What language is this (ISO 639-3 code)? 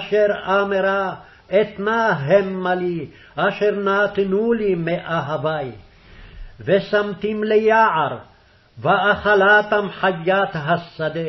heb